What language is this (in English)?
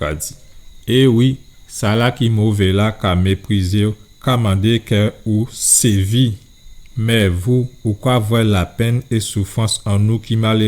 Guadeloupean Creole French